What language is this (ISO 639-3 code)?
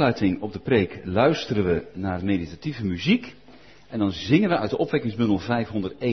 nld